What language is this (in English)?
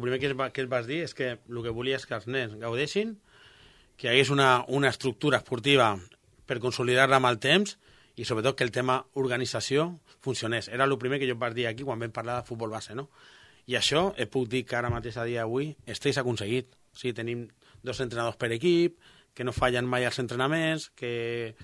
Catalan